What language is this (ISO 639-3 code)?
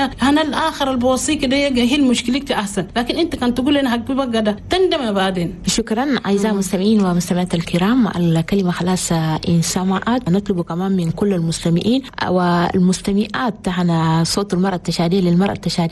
shu